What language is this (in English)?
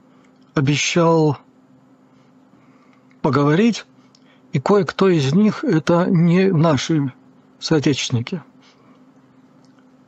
Russian